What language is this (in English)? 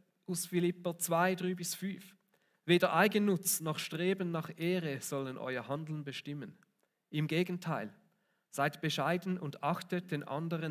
Swiss German